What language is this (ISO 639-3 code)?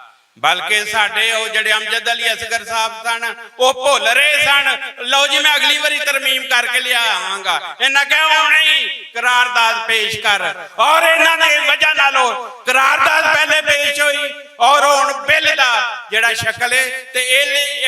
lah